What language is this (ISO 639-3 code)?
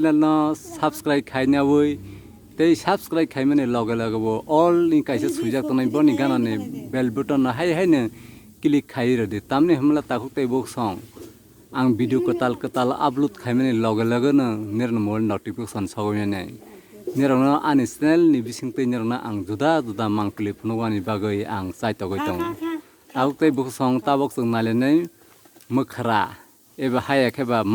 trp